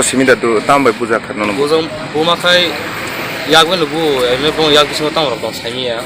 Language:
Kok Borok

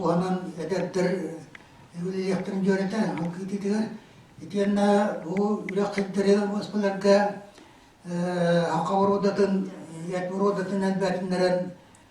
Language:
Yakut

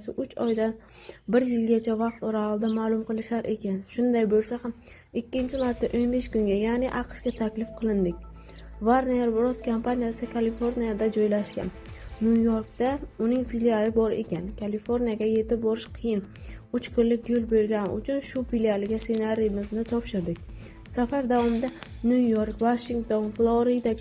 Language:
Uzbek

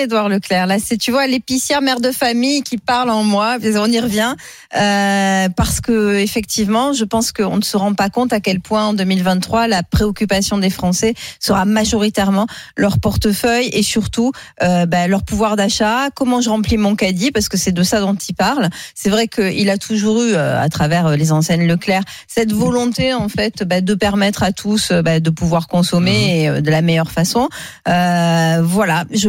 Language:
French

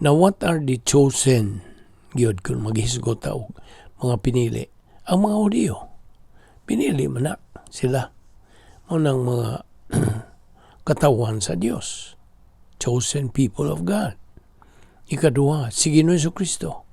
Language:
Cebuano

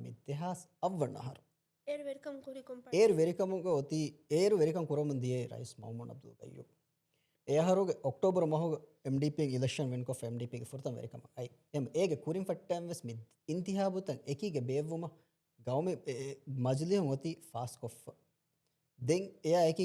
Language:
Divehi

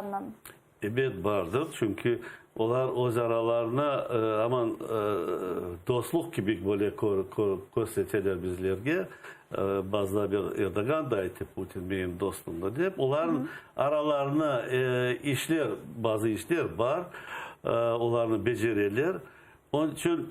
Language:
Crimean Tatar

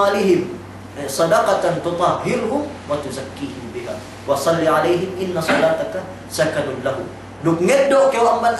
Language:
Yakan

